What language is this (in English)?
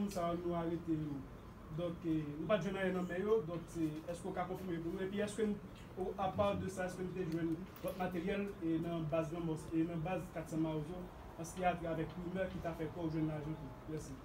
Haitian Creole